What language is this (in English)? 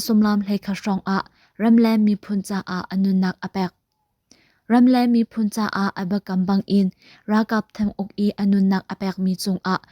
Hakha Chin